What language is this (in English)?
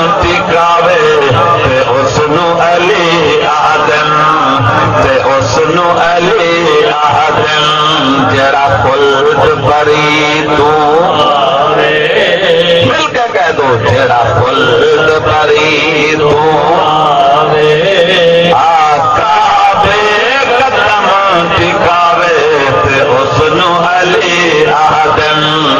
Saraiki